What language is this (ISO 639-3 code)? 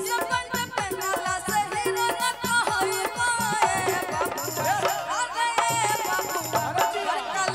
bho